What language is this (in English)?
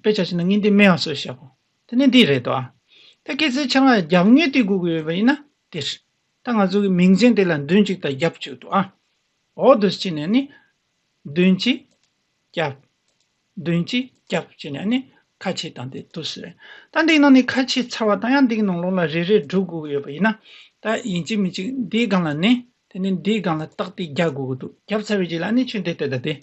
Tibetan